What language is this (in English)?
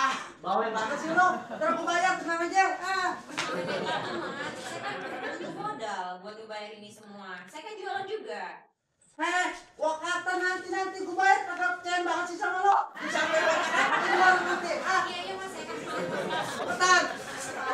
Betawi